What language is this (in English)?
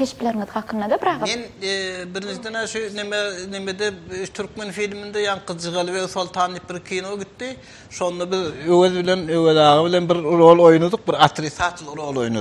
Turkmen